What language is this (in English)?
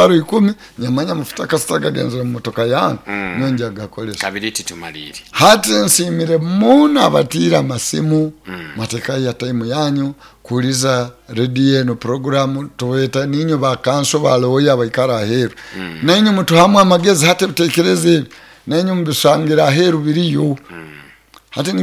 Nyoro